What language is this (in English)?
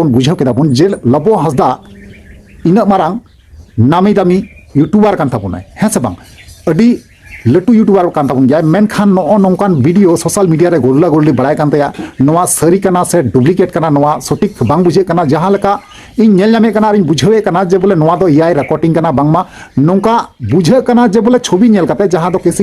Santali